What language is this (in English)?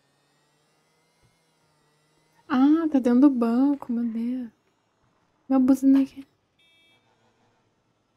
Portuguese